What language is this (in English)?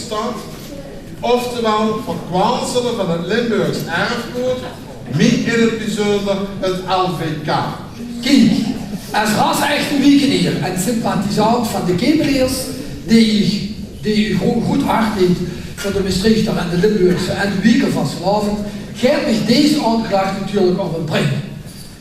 Limburgish